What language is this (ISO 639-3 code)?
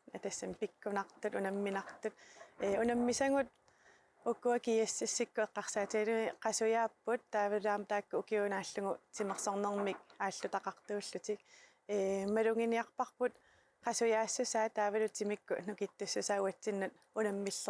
kal